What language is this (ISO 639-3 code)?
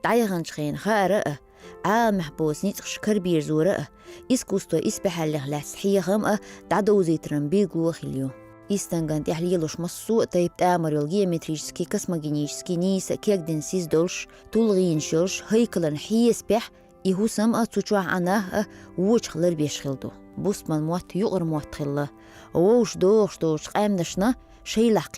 che